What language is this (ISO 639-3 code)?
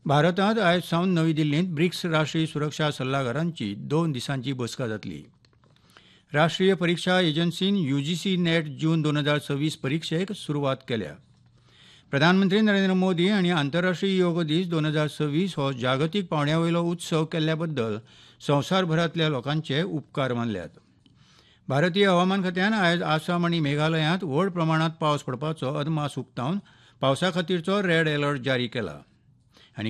kok